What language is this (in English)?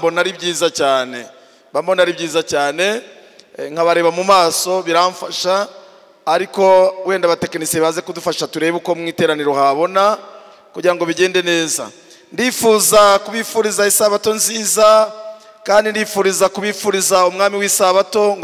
Kinyarwanda